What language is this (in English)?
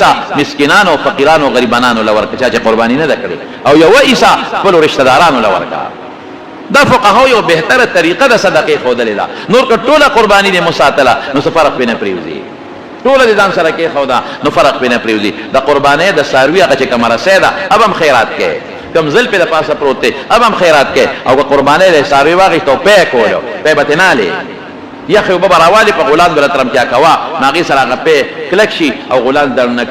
Pashto